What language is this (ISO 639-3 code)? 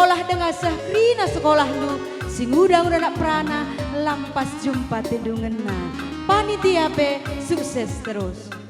btx